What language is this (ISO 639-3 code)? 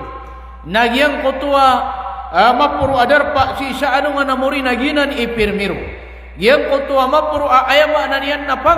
mrw